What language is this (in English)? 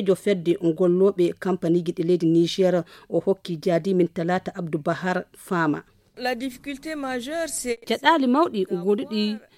Fula